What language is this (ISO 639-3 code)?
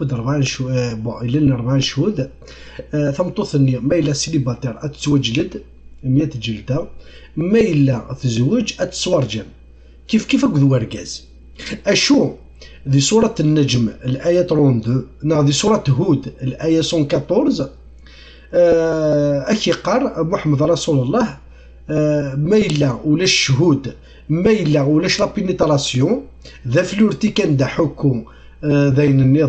kab